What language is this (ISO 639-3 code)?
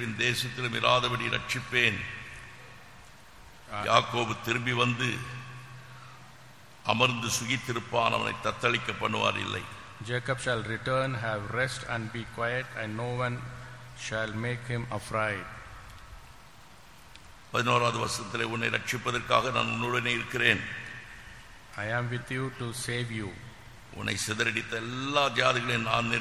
tam